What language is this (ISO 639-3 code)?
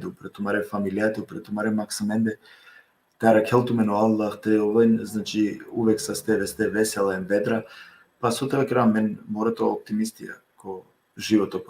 rmn